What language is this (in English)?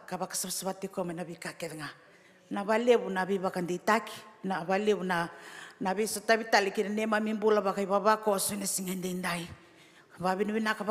Fijian